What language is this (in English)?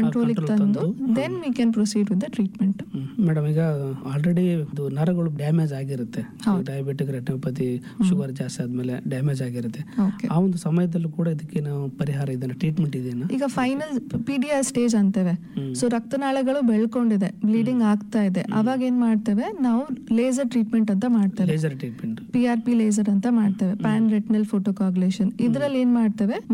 Kannada